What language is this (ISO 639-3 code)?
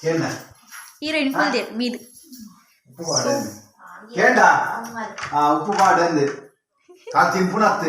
tcy